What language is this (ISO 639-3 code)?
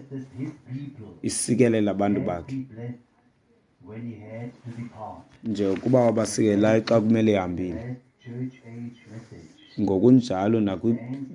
xho